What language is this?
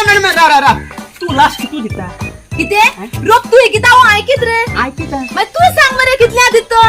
Konkani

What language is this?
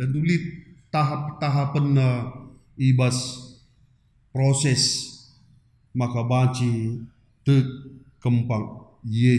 Batak Karo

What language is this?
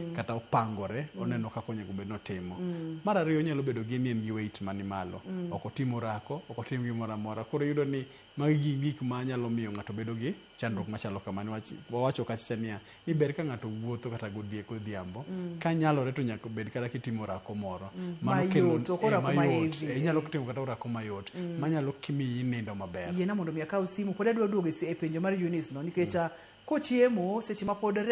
Luo (Kenya and Tanzania)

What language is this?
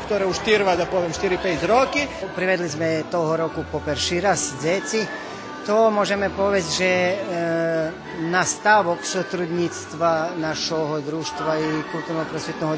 Rusyn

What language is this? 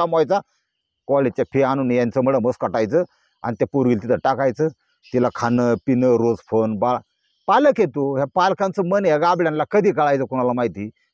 Marathi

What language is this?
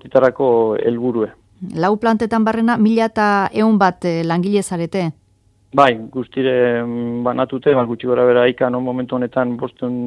Basque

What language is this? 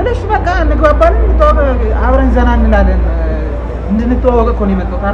Amharic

